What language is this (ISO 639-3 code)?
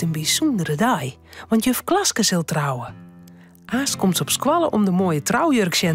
fry